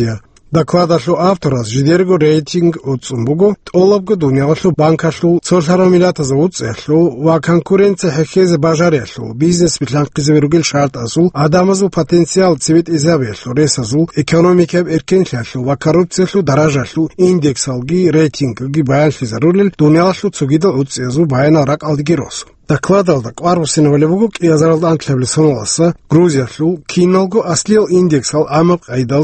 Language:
Avaric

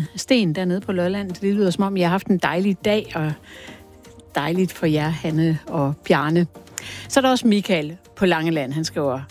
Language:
Danish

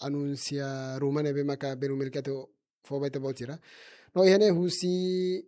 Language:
Tetum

